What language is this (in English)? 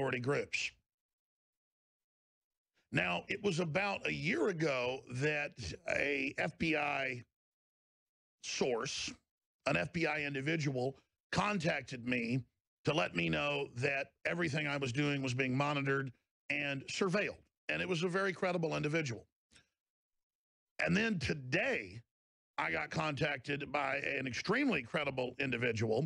English